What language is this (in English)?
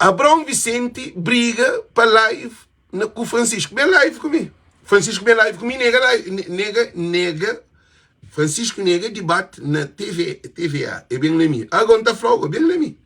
Kabuverdianu